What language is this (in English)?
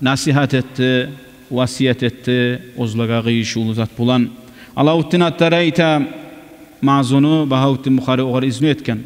Kumyk